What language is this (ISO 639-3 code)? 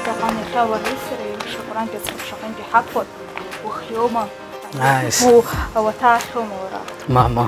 abk